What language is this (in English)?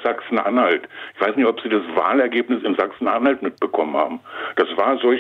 German